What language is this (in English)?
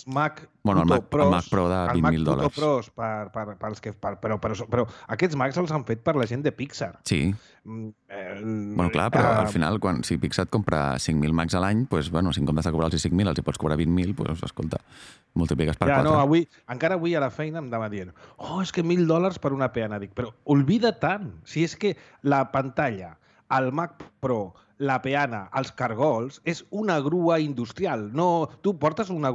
Catalan